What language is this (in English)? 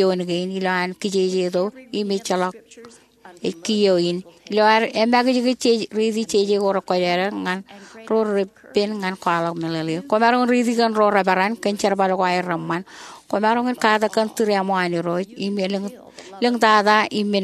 Marshallese